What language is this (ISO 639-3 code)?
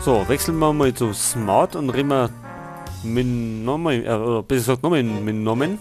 bar